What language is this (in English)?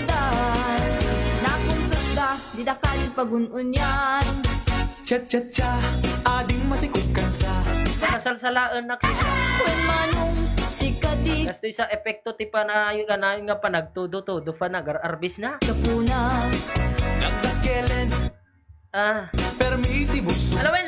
Iloko